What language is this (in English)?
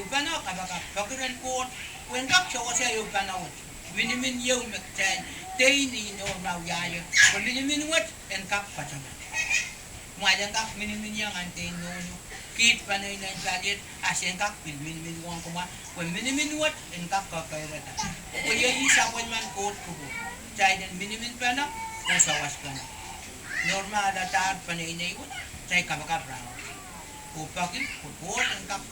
Pohnpeian